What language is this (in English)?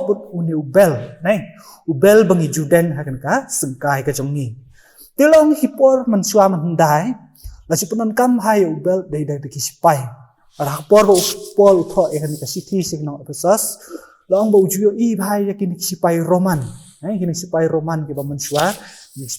Khasi